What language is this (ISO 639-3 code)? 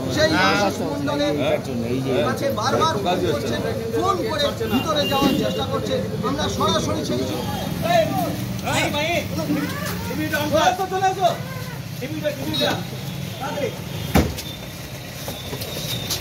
ben